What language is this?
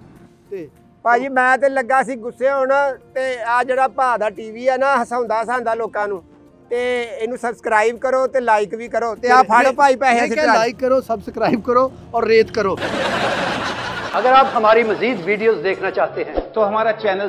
Punjabi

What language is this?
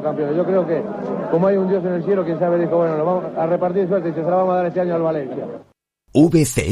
Spanish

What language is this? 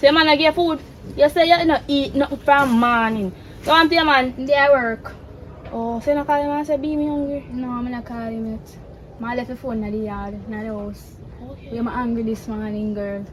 Jamaican Creole English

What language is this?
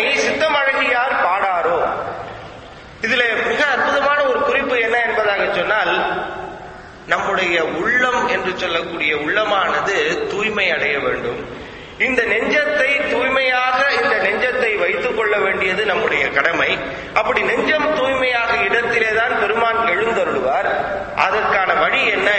Tamil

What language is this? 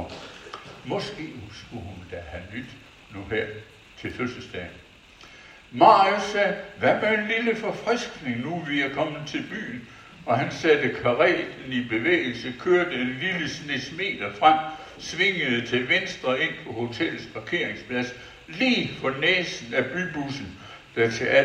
Danish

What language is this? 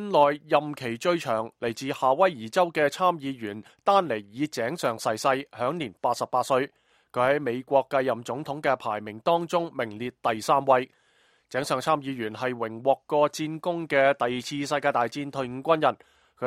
Cantonese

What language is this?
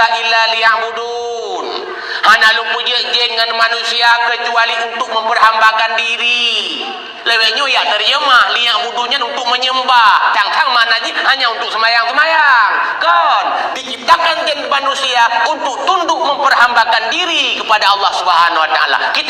Achinese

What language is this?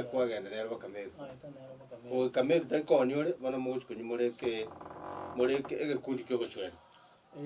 Gusii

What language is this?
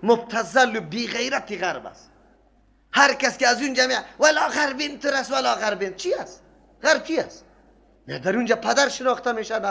Persian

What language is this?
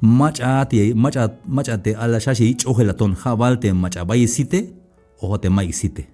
Tzeltal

